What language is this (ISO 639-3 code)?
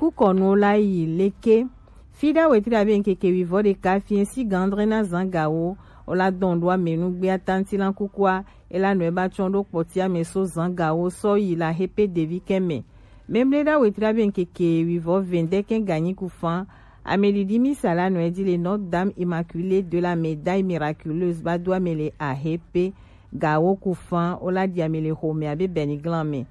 gej